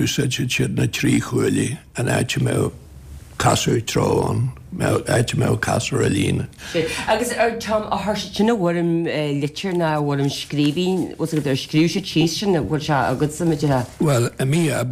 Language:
Irish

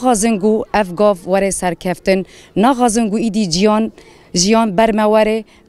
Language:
Kurdish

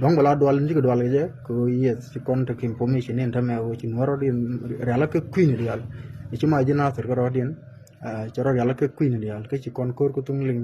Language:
Nuer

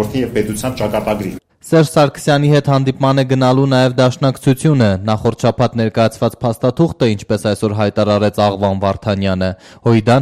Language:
Armenian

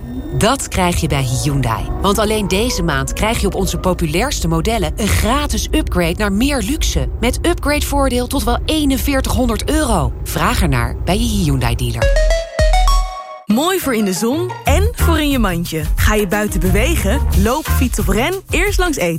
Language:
Dutch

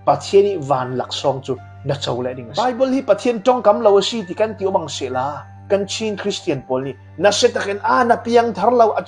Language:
Falam Chin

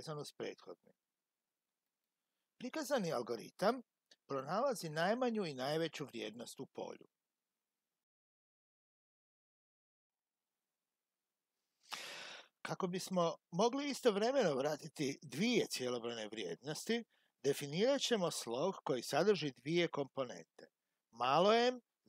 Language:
Croatian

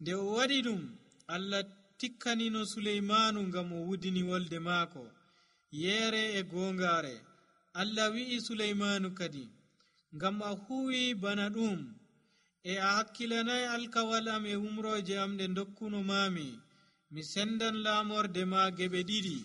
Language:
Nigerian Fulfulde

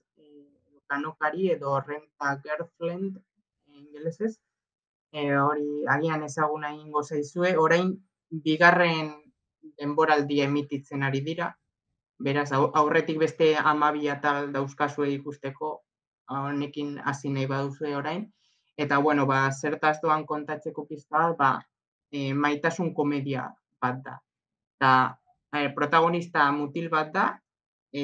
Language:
Basque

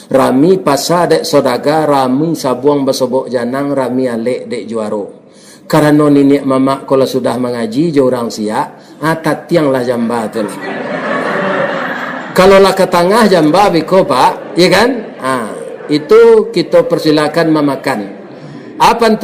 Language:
Minangkabau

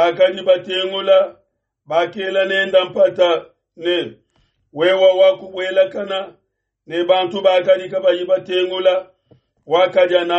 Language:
Luba-Lulua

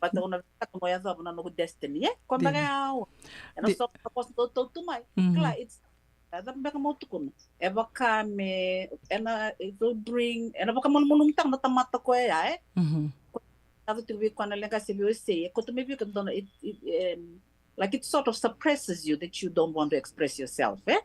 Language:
Fijian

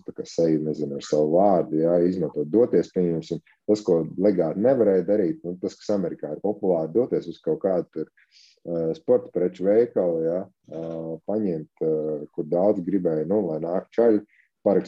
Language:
Latvian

